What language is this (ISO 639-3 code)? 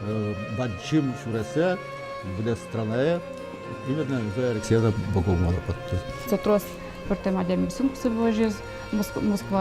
udm